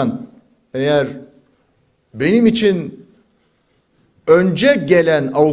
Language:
Turkish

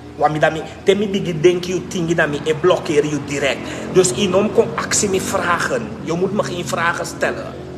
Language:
Sranan Tongo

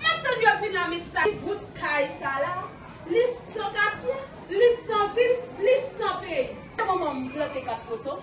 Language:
Haitian Creole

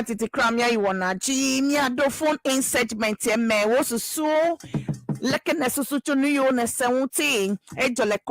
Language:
Ewe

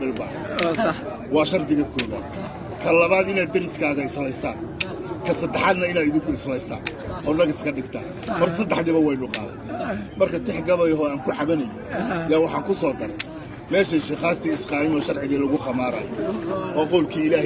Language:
Somali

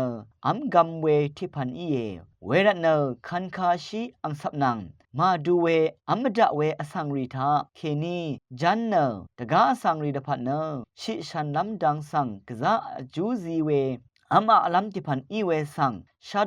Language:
Rawang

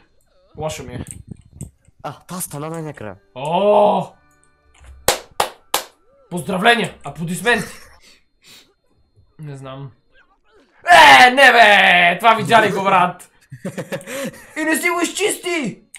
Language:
Bulgarian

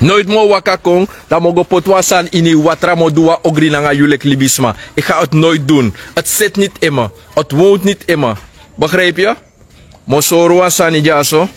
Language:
Sranan Tongo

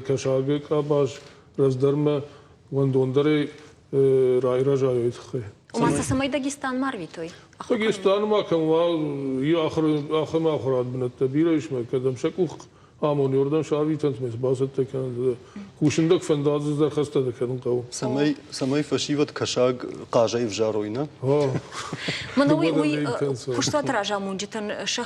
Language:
Ossetic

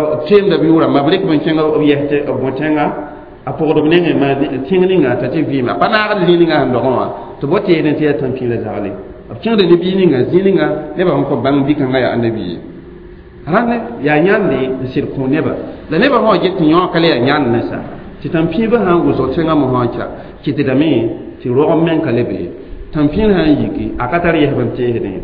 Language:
Mossi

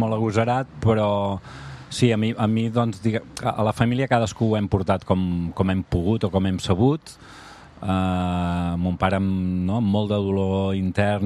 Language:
Catalan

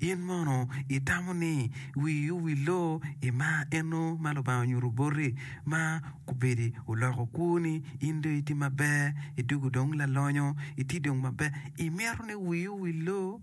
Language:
Acoli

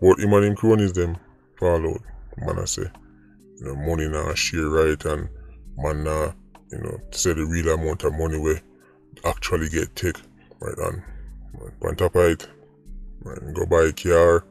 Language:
Jamaican Creole English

